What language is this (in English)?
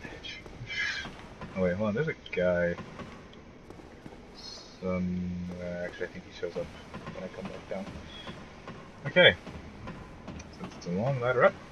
English